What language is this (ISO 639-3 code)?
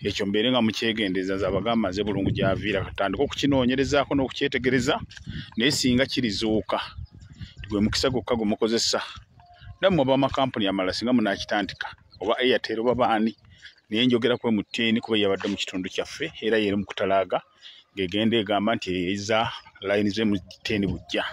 lug